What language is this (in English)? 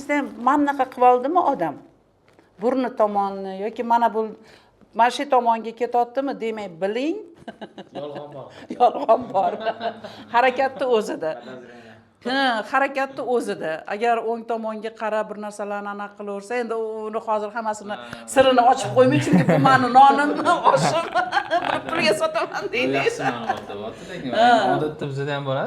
Uzbek